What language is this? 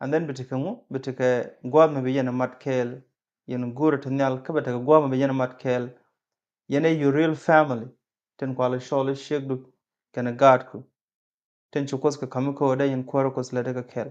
Nuer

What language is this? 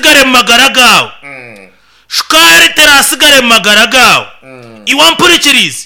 Nyankole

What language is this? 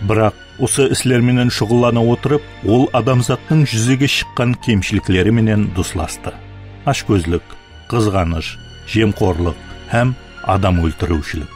Kara-Kalpak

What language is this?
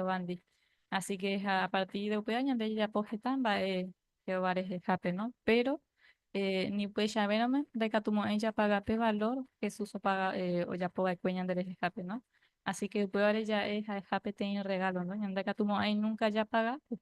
Guarani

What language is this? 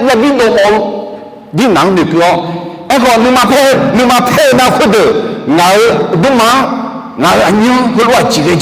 Akha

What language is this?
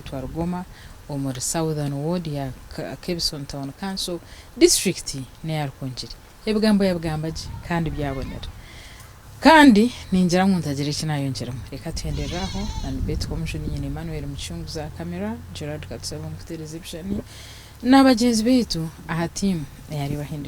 Nyankole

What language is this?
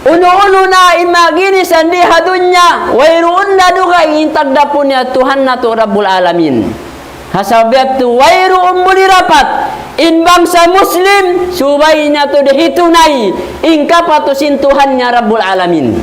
Tausug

